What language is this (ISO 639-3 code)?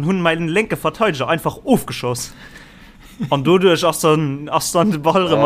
ltz